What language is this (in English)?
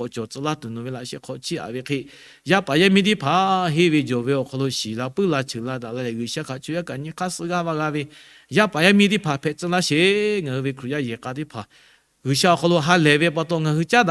Lahu